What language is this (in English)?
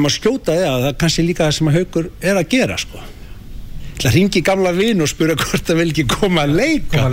Icelandic